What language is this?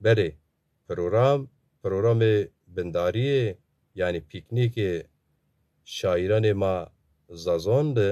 Zaza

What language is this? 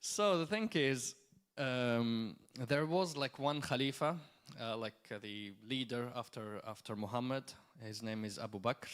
English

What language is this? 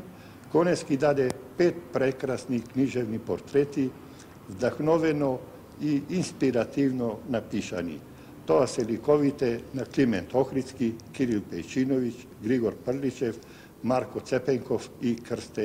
Macedonian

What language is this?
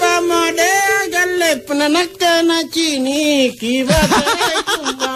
Makasar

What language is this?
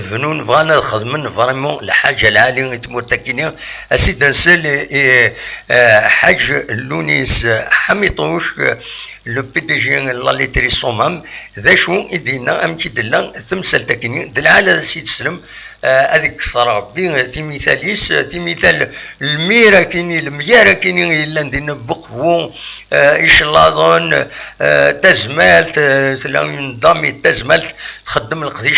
Kabyle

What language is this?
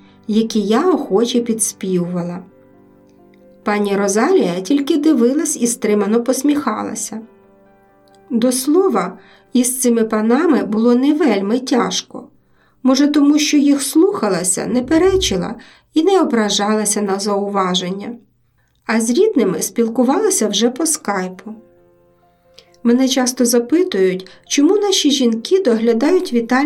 Ukrainian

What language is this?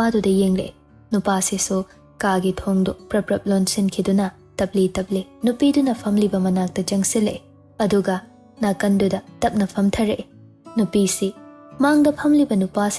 Manipuri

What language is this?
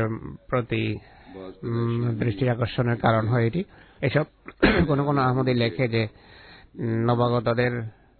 Bangla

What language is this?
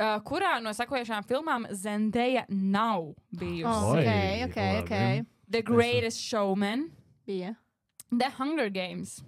Latvian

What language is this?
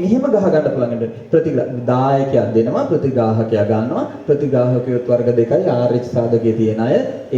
Sinhala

